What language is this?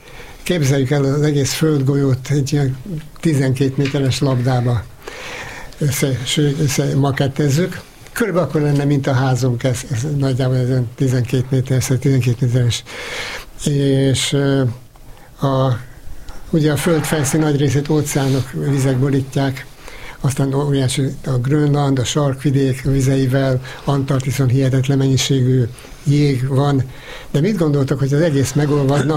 Hungarian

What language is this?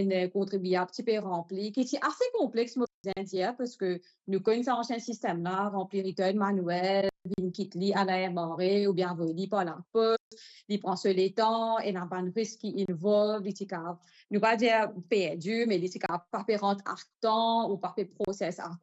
Morisyen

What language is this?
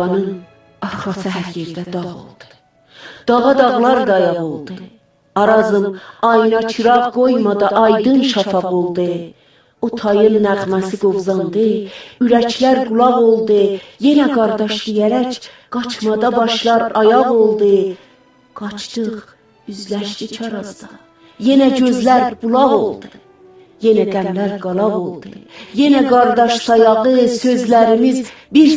South Azerbaijani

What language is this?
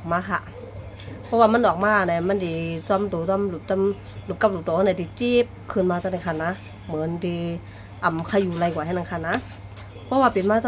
Shan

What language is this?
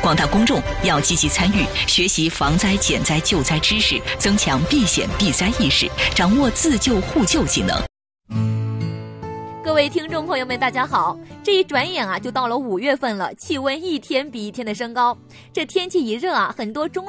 Chinese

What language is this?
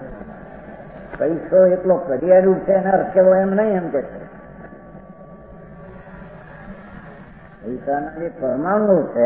Gujarati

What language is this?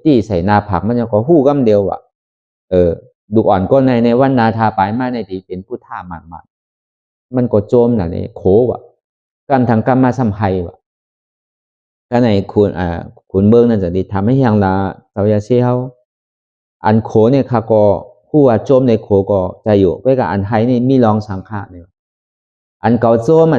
Shan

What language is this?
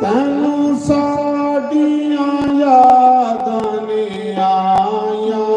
Dogri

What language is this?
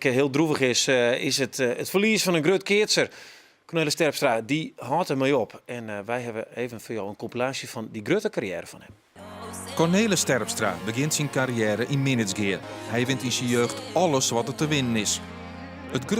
Western Frisian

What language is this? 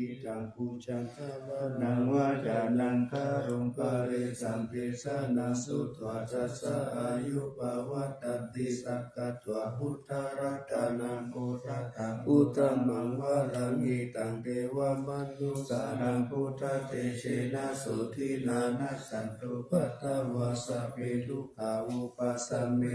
Pali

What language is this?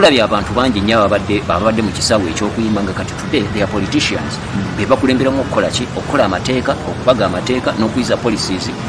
Ganda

